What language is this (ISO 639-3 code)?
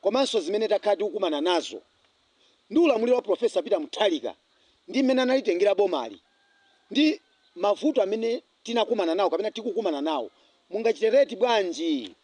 nya